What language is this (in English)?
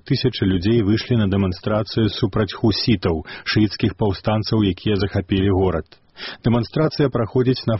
Belarusian